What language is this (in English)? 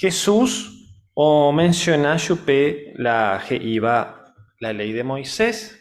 Guarani